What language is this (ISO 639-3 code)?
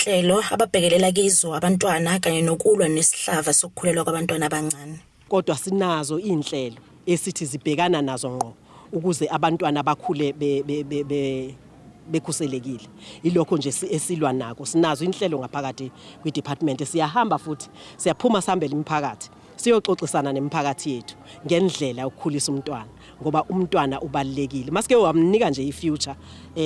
zul